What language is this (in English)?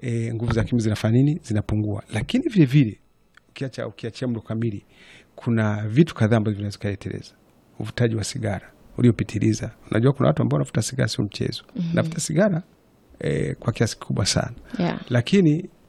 Swahili